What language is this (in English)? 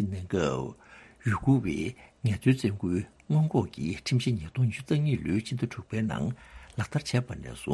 Tibetan